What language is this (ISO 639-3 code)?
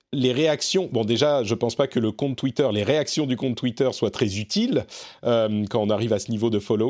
fra